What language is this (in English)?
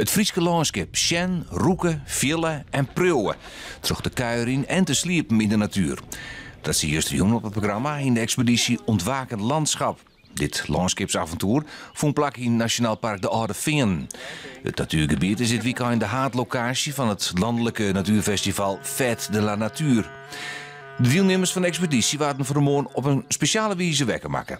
Western Frisian